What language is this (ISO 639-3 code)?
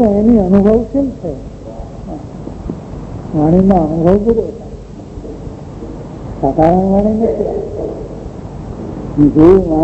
guj